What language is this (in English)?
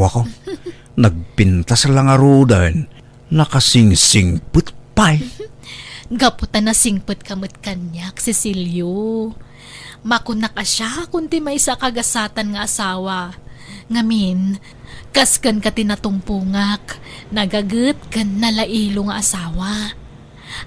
Iloko